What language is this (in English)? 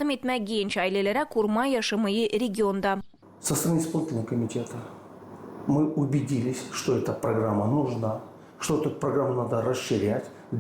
Gagauz